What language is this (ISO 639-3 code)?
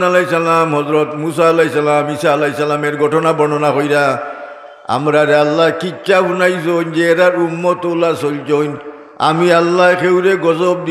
syl